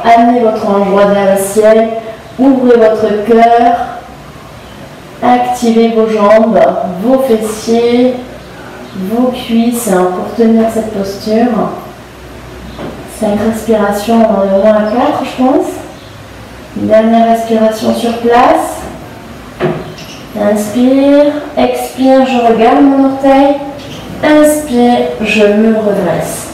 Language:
French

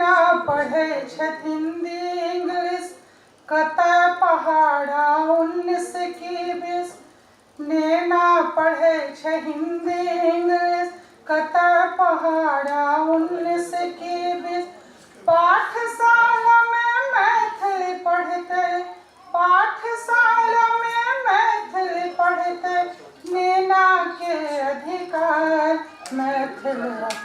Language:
Maithili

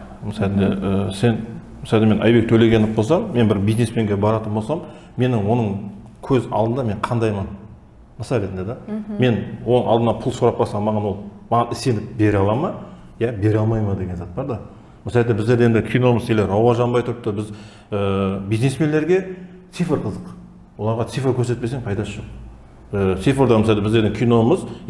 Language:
Kara-Kalpak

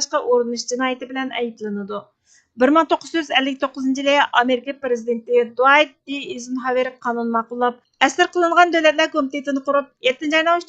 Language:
Uyghur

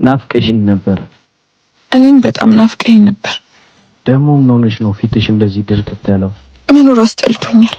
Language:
Amharic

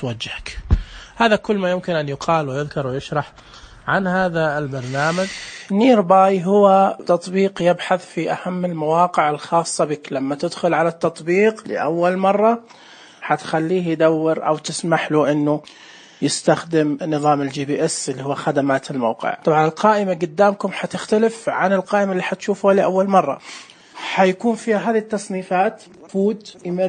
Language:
Najdi Arabic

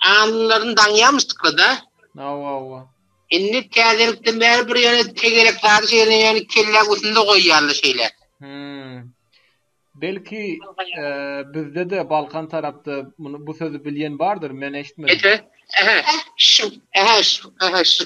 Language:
Turkmen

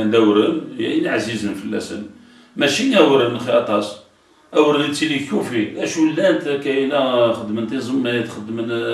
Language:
Kabyle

